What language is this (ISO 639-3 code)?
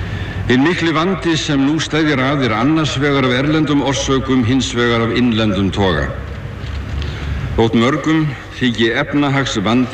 isl